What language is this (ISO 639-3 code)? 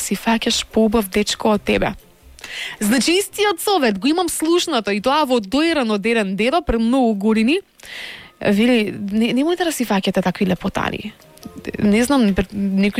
mkd